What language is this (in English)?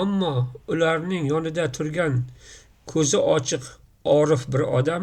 Uzbek